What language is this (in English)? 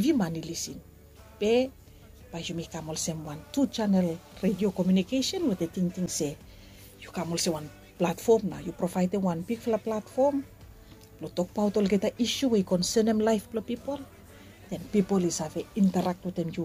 Bislama